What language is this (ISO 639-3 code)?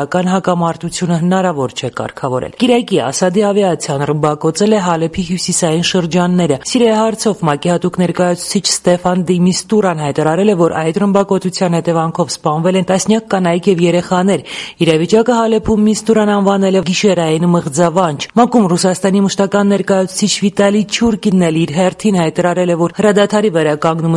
hye